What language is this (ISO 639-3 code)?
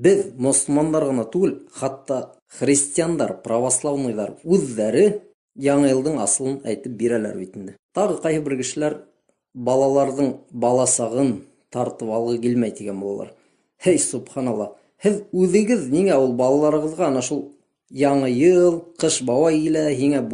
bak